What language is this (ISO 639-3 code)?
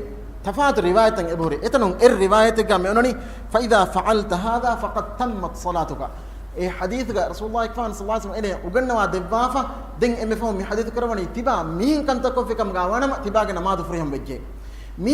div